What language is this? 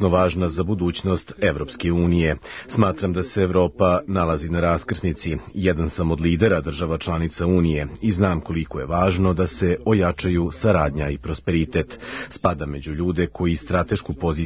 Serbian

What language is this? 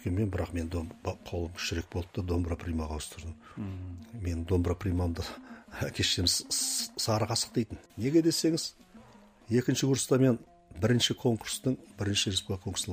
Kazakh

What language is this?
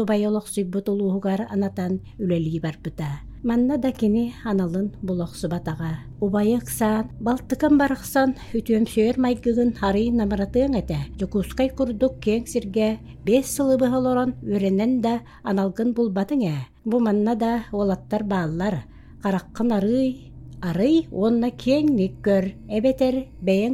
Yakut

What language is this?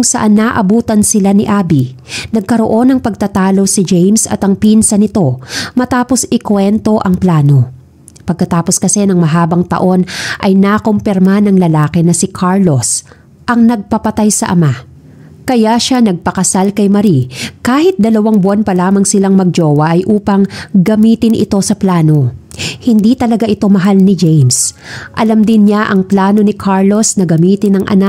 Filipino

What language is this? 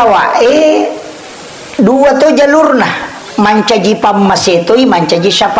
Buginese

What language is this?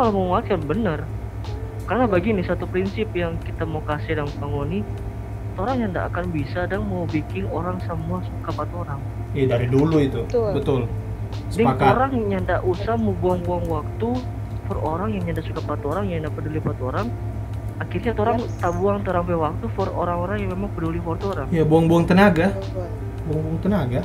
Manado Malay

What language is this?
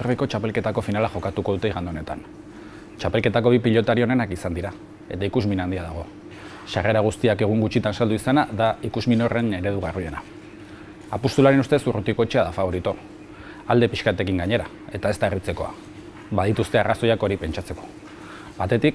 Basque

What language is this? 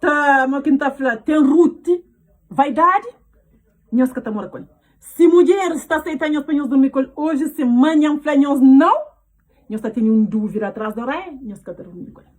Kabuverdianu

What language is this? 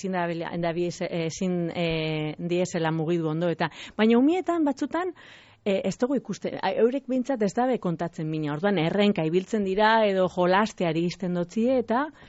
Basque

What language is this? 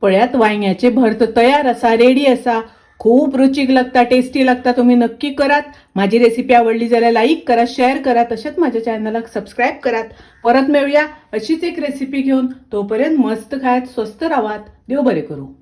Konkani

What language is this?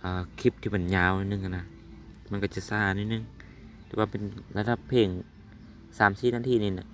Lao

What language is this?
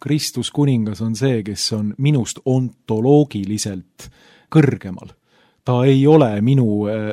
Estonian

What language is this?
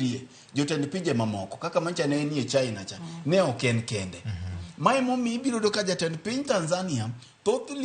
Luo (Kenya and Tanzania)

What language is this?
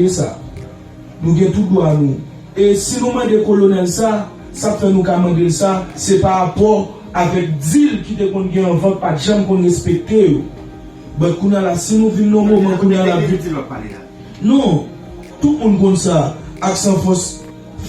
Haitian Creole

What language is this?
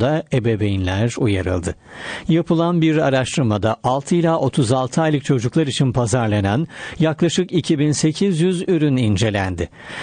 Turkish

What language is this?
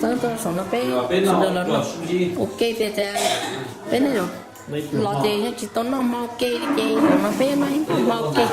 Hmong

